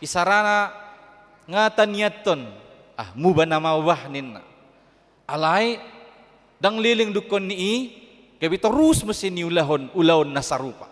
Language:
Batak Toba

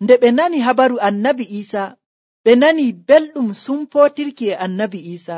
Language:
Nigerian Fulfulde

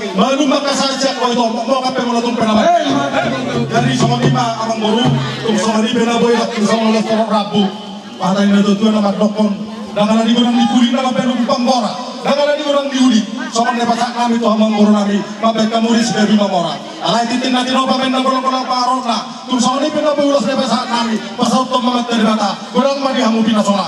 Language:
Batak Toba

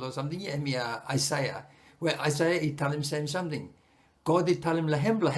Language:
Bislama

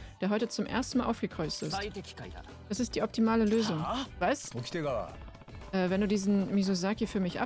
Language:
German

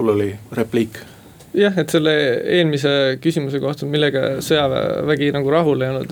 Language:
Estonian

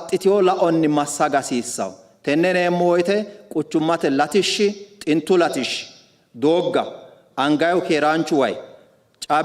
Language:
Sidamo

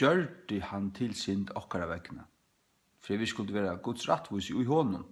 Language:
Faroese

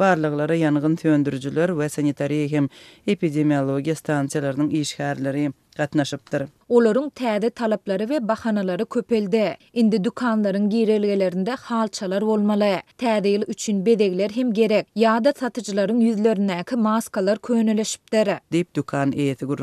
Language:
Turkmen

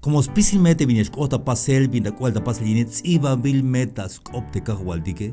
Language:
Tzeltal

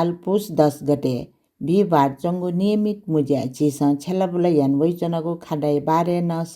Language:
Newari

